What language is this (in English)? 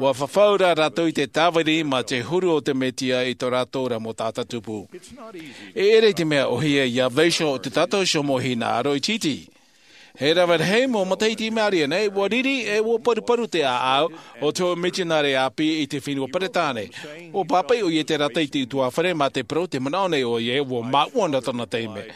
Tahitian